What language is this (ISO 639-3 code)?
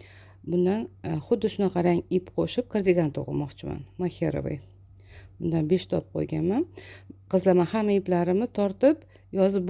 uzb